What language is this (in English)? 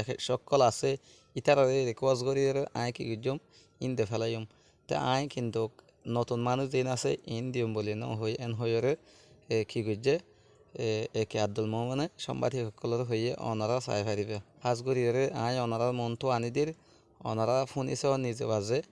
Rohingya